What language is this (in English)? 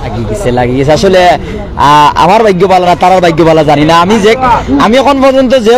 Sylheti